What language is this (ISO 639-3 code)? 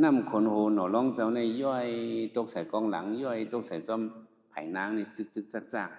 shn